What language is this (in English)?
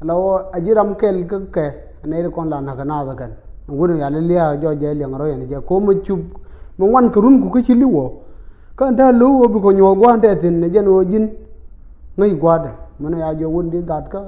Nuer